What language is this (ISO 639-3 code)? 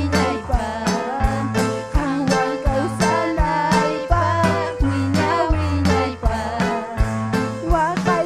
quy